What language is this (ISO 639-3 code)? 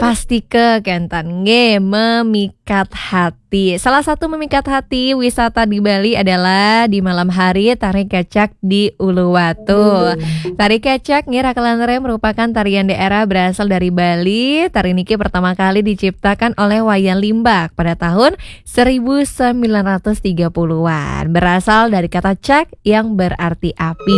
ban